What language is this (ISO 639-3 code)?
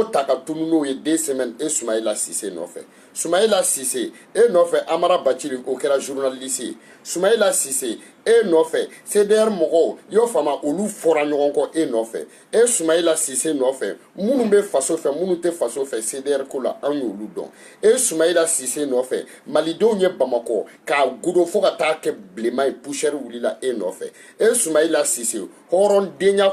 bam